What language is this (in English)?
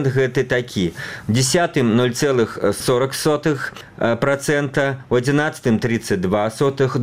Belarusian